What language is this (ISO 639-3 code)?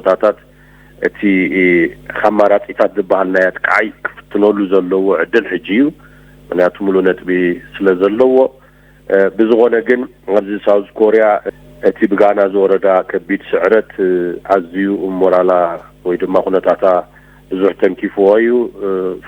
tir